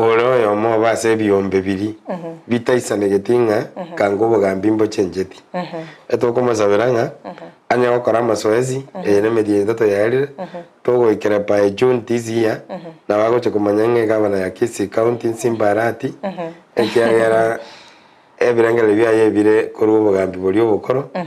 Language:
Gusii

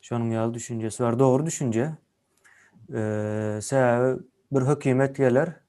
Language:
Turkmen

